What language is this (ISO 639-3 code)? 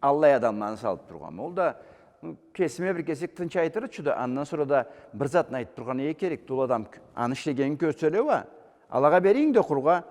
krc